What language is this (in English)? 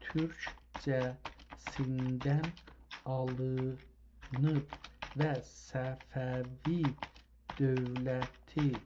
South Azerbaijani